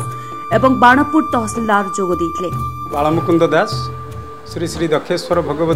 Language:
Odia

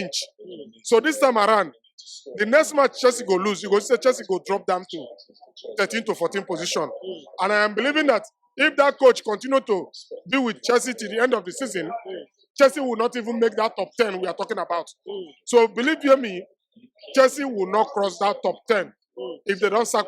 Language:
Nigerian Pidgin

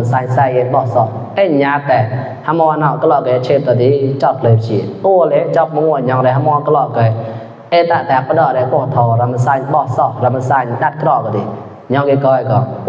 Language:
Mon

